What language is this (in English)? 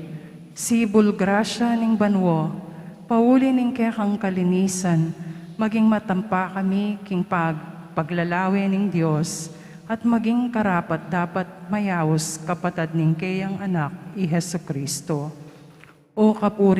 Pampanga